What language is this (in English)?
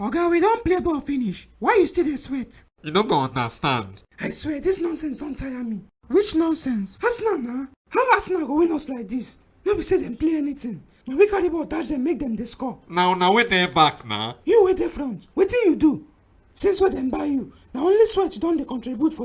Nigerian Pidgin